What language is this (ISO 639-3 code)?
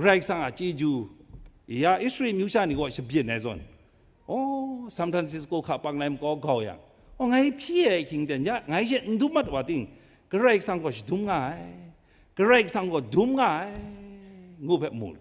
kac